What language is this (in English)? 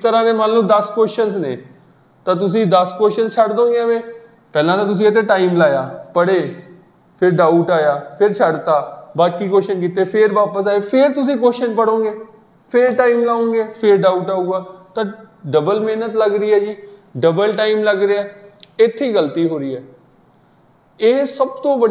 Punjabi